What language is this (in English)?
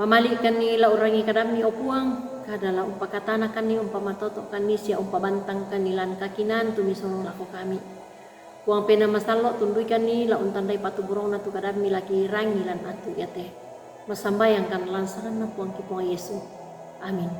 Toraja-Sa'dan